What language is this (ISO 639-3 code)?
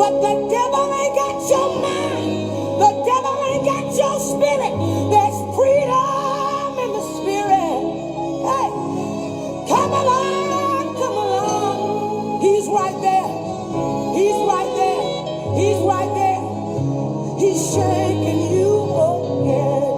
pap